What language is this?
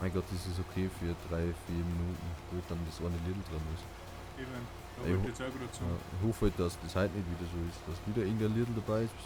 Bavarian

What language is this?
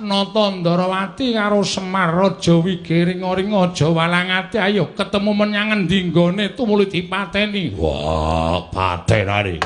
Javanese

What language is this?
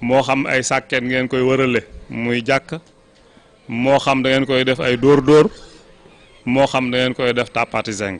Wolof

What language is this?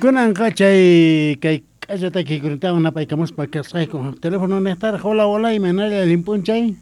South Bolivian Quechua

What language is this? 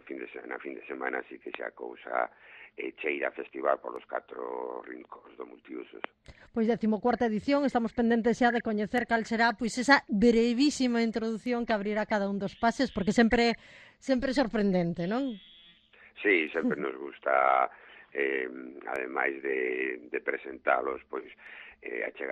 Galician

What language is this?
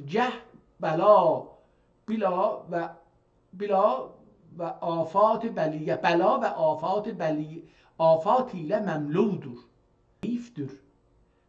South Azerbaijani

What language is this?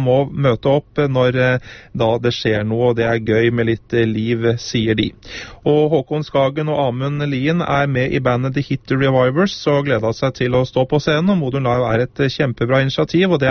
Norwegian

